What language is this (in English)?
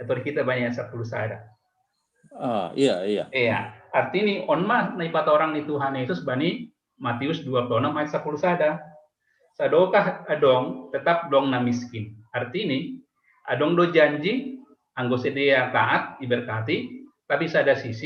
Batak Simalungun